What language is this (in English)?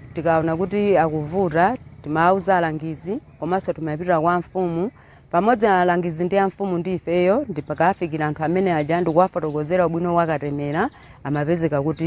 Nyanja